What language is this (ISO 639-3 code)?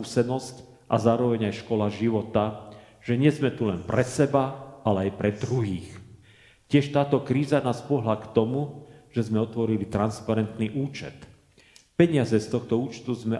slk